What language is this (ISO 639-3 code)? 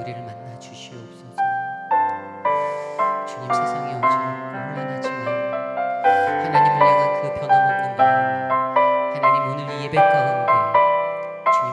kor